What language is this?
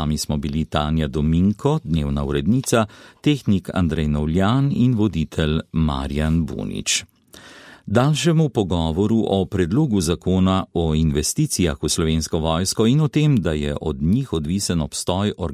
Slovenian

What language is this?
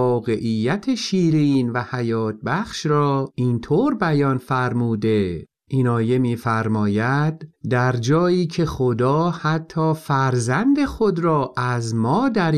Persian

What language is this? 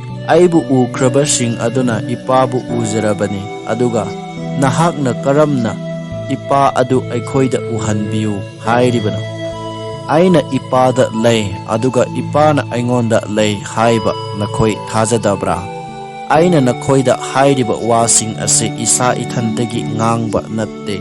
Manipuri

